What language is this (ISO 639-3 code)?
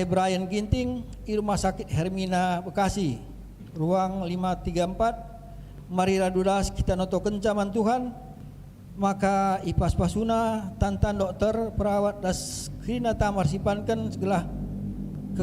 btx